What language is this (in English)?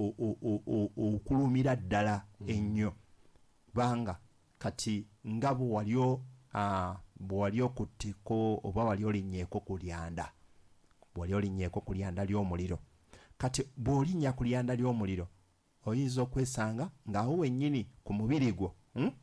Ganda